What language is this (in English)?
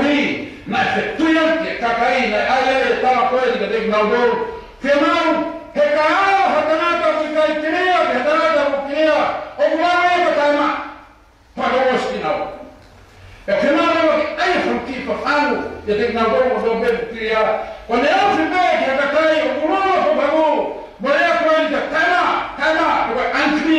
Tongan